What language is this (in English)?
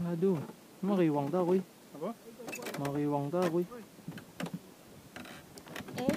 Malay